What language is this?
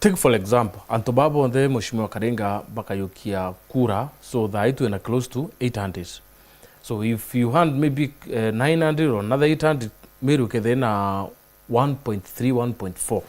Meru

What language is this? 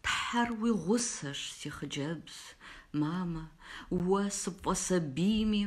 Kabardian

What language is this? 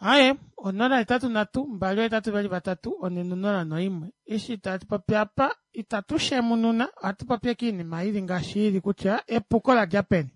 Kuanyama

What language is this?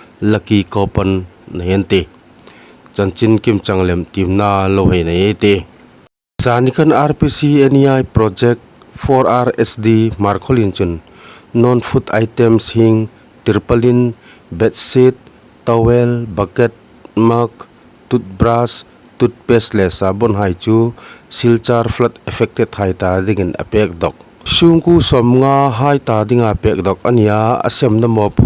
Hmar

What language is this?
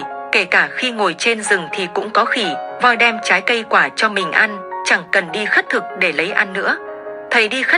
Vietnamese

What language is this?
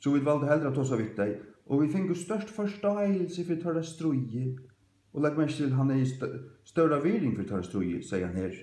Faroese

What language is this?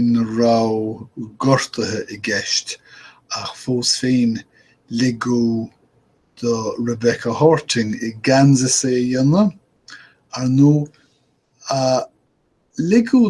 Irish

